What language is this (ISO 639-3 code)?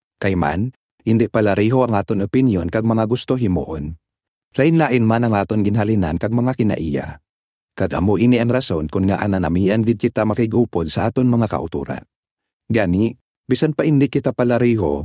hil